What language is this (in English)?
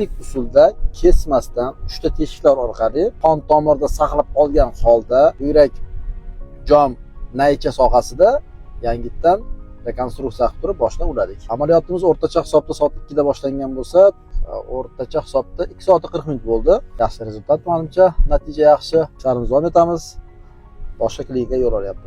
Uzbek